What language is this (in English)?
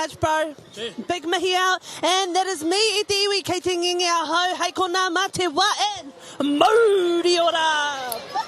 Māori